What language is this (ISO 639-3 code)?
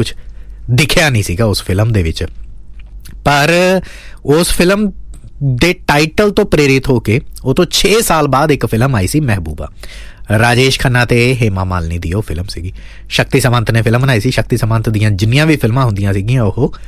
pan